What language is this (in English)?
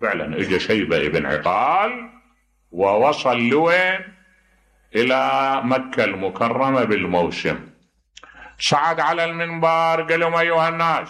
Mesopotamian Arabic